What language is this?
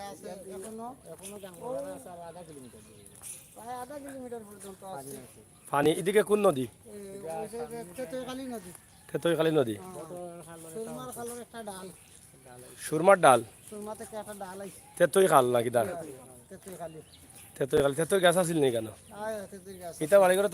Sylheti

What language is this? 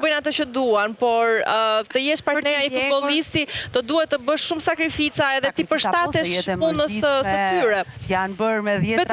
Albanian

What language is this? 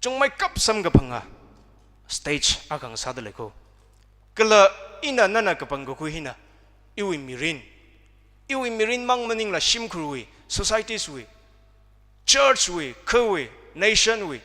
Tangkhul Naga (India)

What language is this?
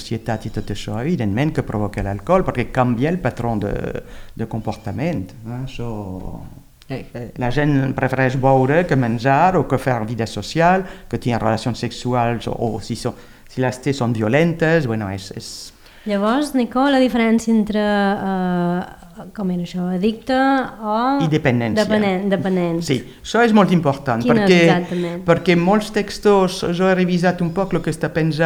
Catalan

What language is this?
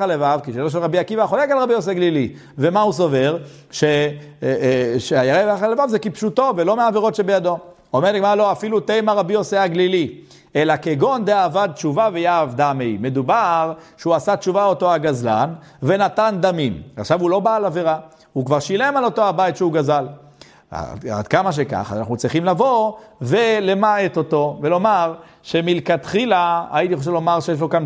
Hebrew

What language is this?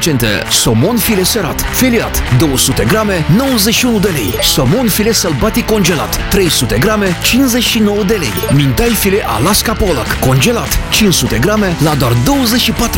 Romanian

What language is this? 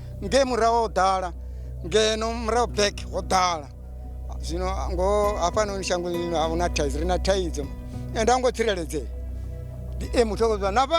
Venda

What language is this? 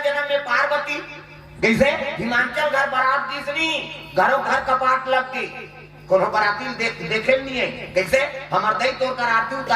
Chhattisgarhi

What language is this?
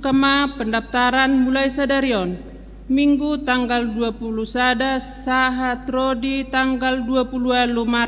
Batak Toba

